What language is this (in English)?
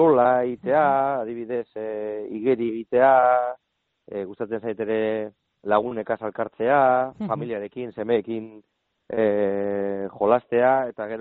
Basque